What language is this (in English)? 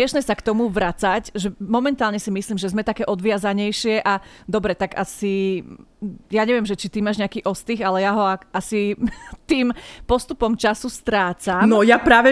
Slovak